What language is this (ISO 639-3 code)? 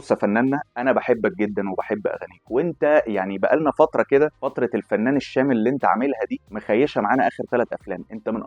arz